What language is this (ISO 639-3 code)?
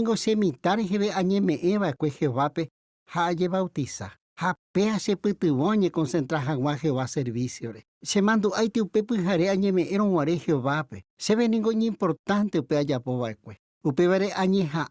grn